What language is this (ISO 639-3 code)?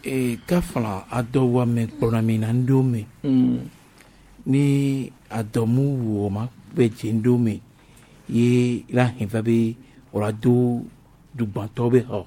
gej